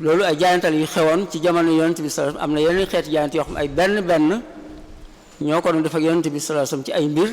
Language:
Wolof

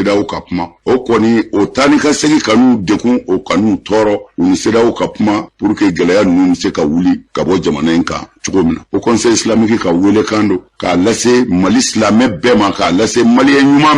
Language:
Bambara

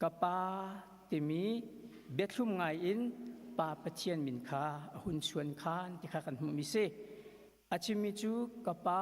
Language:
Hakha Chin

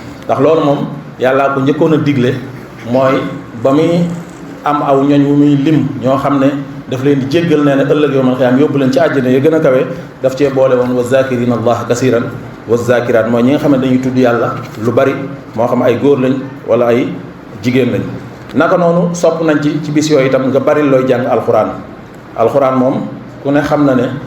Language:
Wolof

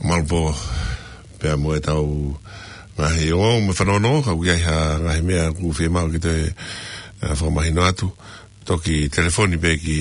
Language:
Tongan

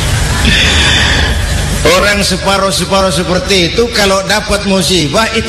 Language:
Indonesian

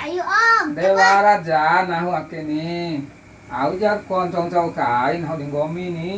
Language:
Bima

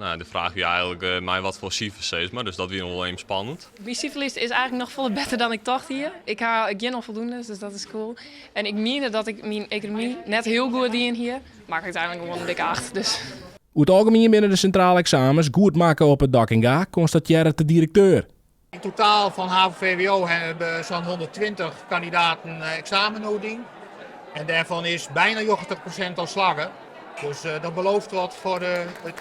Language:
Western Frisian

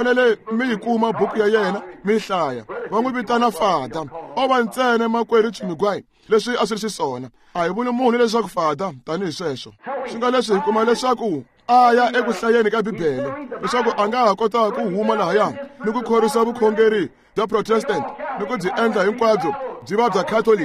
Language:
Tsonga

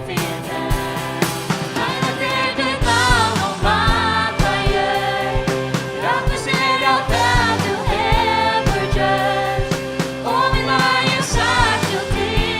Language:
Faroese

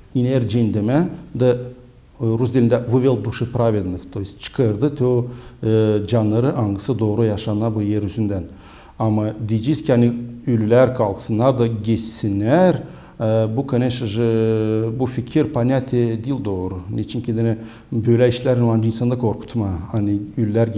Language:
Gagauz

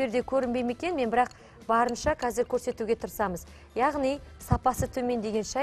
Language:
Kazakh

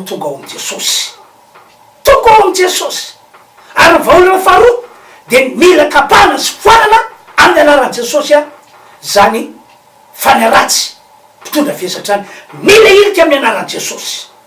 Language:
Malagasy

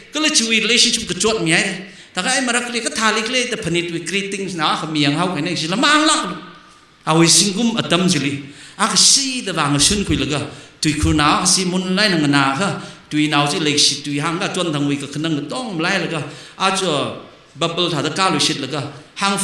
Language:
Tangkhul Naga (India)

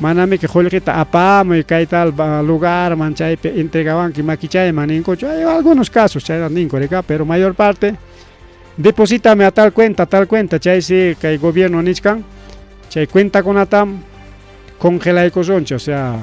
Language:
Ayacucho Quechua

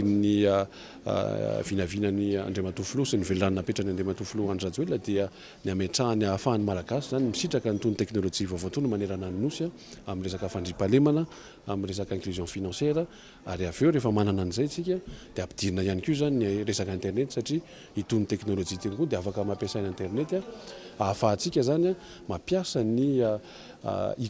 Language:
Malagasy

